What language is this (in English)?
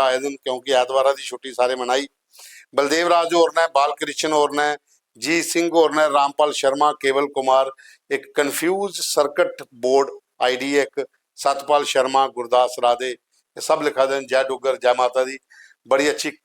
Dogri